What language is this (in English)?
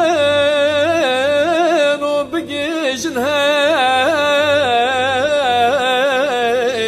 Kurdish